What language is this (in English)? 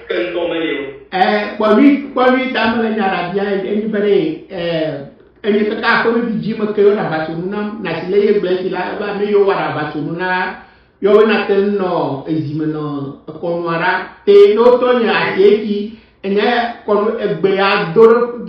Ewe